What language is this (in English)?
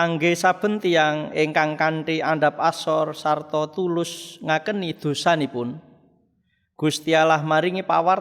Javanese